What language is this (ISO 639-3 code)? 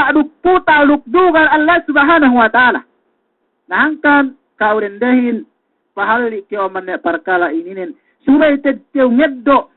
yka